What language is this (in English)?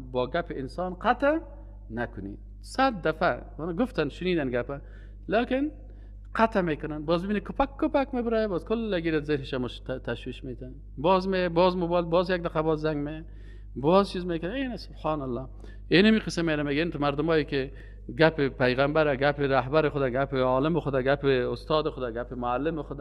Persian